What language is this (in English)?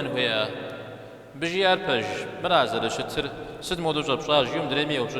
Kabardian